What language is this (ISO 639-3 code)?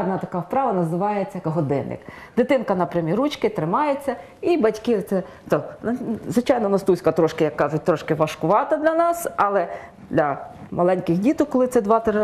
ukr